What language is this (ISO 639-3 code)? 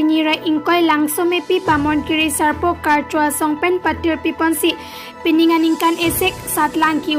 mjw